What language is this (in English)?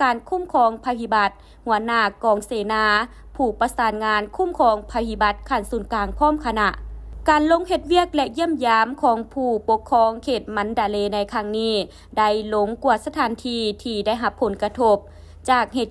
Lao